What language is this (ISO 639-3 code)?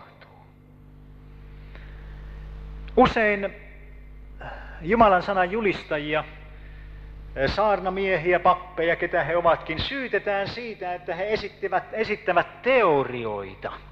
fin